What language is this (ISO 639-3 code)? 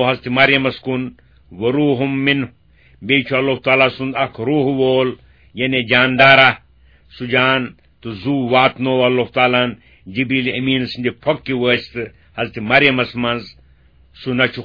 kas